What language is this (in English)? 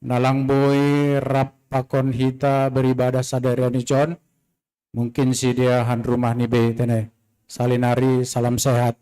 Batak Simalungun